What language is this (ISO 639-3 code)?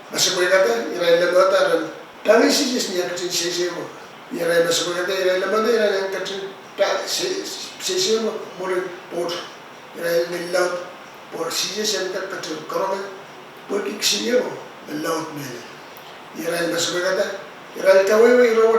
pon